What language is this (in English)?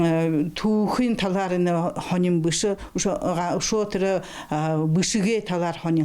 Buriat